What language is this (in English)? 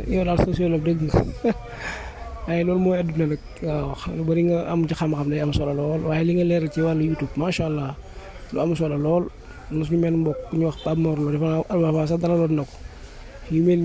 Wolof